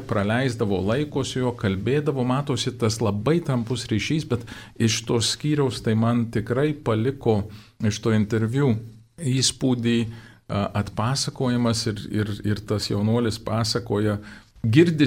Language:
Lithuanian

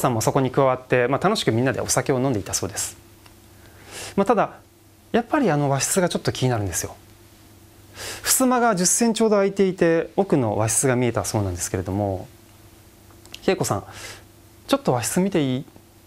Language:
Japanese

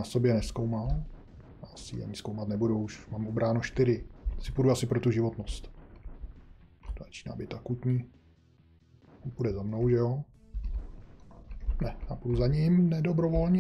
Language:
Czech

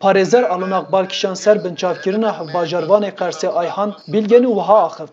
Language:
Kurdish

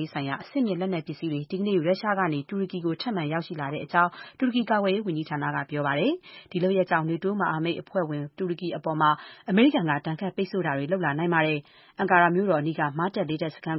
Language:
Burmese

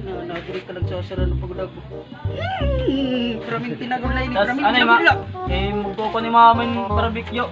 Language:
Waray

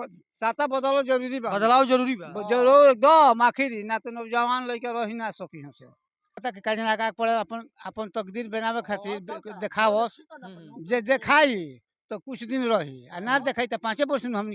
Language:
Bhojpuri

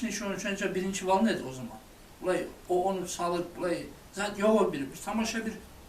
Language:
Kumyk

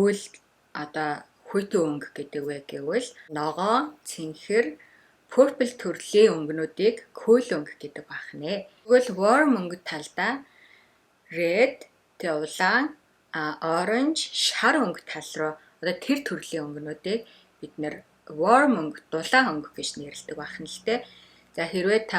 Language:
Mongolian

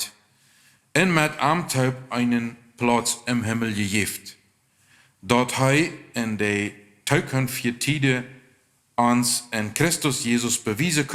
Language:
Plautdietsch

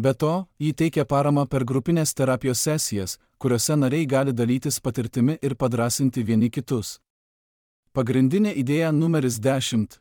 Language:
Lithuanian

